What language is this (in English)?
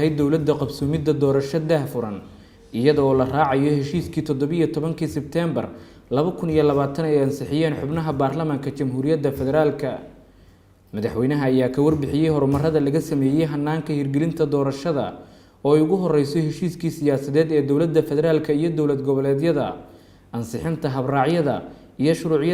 Somali